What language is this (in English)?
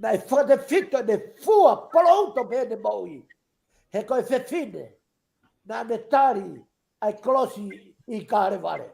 Tongan